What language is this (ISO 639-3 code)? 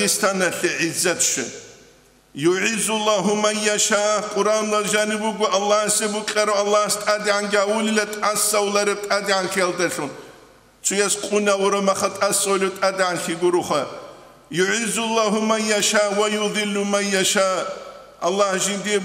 ava